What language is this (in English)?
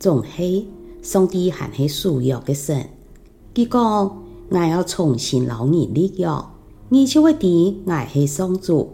Hakka Chinese